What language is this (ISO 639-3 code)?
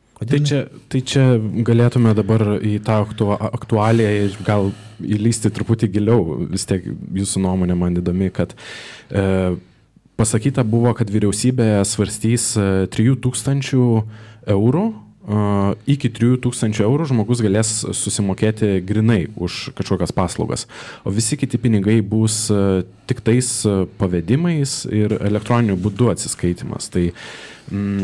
lit